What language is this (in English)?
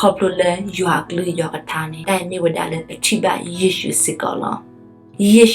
S'gaw Karen